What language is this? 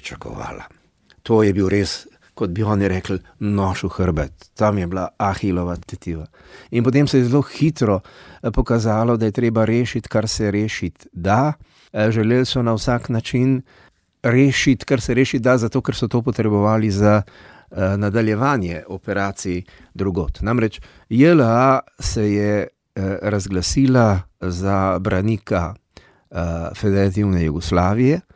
Slovenian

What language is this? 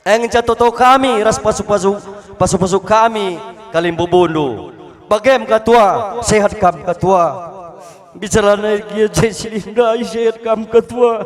Batak Karo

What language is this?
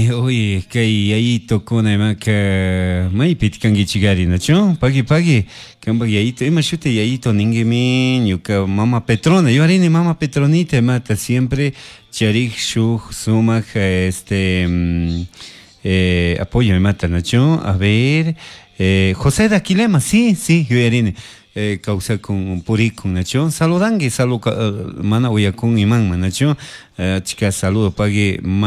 Chimborazo Highland Quichua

